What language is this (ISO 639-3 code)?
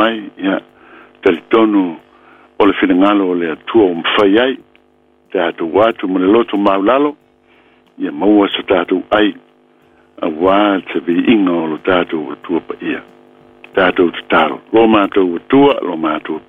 smo